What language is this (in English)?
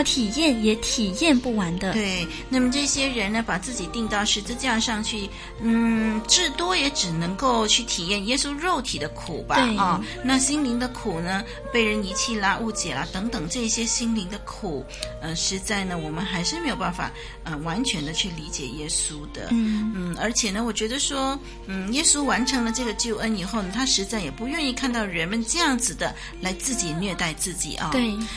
Chinese